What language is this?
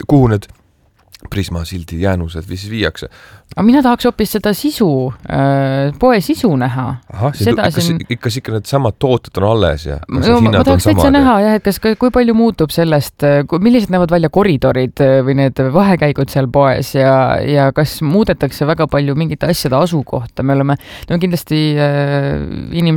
Estonian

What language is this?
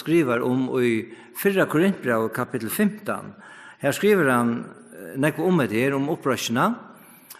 Faroese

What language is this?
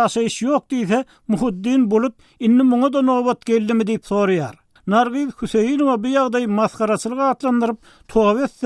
Turkmen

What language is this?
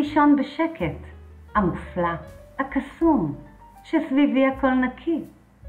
Hebrew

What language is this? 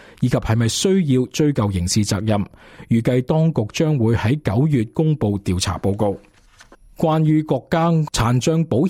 Cantonese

